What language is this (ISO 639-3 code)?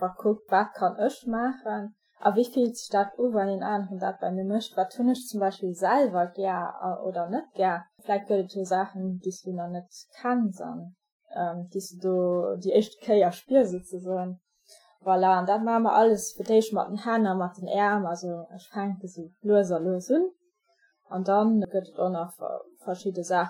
ltz